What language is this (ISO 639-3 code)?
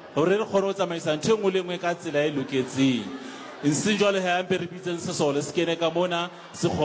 sot